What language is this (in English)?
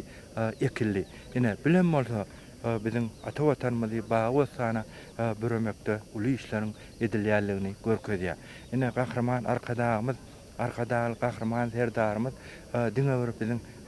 Turkmen